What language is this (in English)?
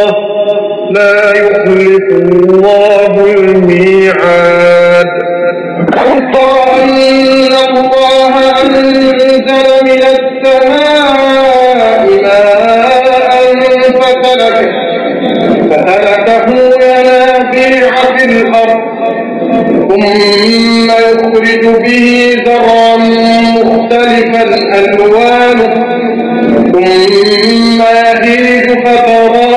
Arabic